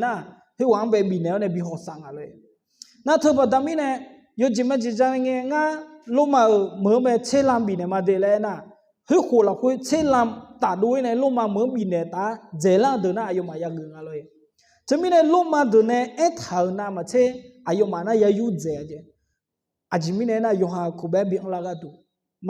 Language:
Akha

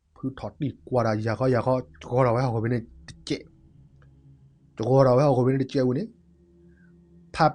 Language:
S'gaw Karen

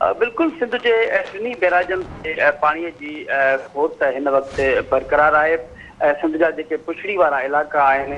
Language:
Sindhi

